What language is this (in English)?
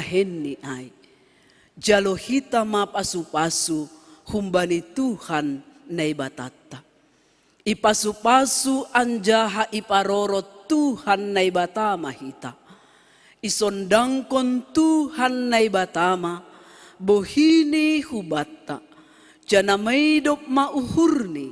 Batak Simalungun